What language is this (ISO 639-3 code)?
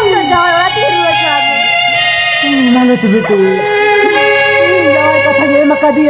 sat